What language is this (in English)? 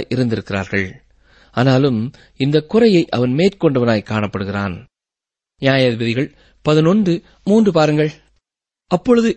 Tamil